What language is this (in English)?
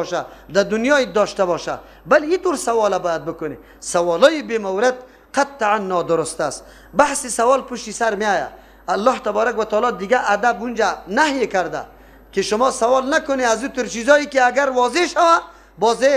Persian